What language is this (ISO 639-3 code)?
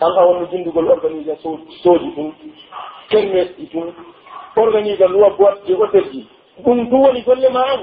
fuf